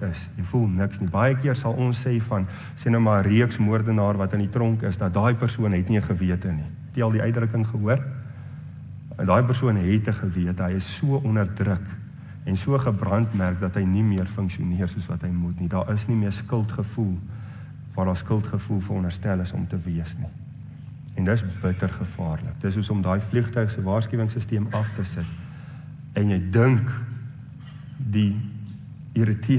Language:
Afrikaans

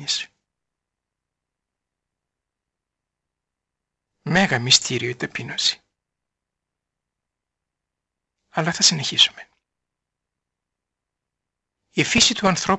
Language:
Greek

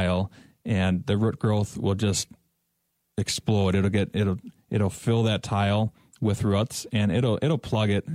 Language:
English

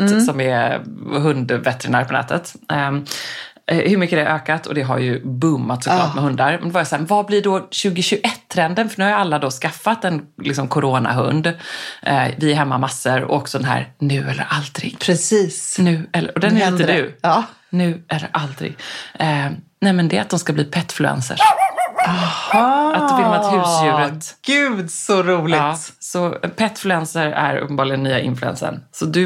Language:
Swedish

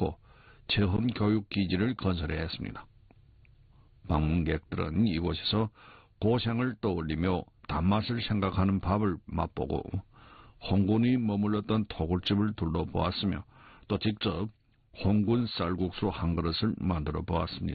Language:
Korean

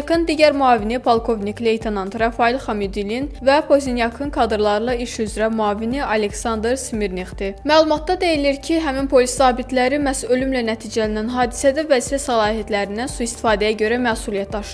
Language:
Azerbaijani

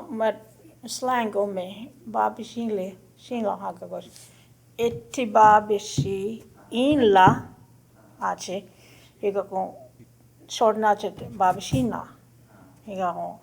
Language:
Choctaw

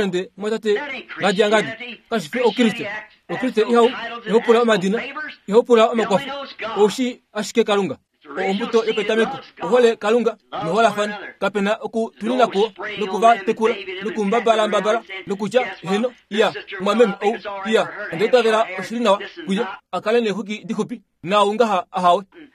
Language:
Kuanyama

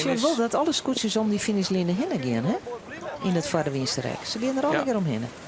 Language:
Western Frisian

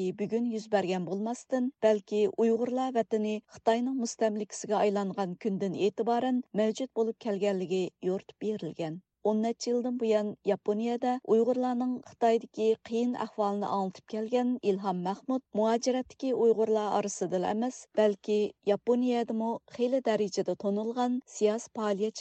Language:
Uyghur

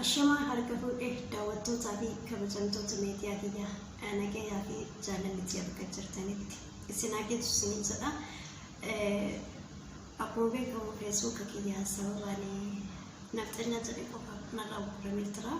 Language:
Oromo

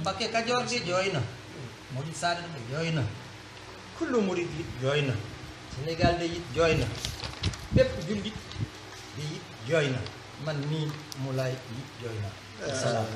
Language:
Wolof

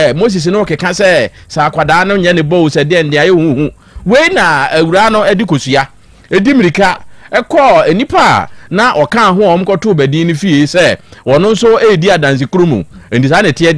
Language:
Akan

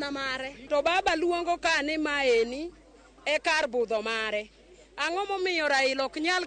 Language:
Luo (Kenya and Tanzania)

